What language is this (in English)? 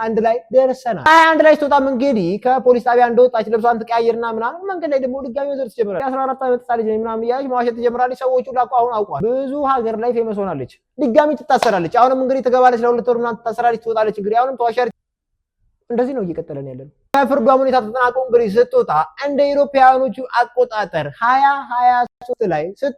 Amharic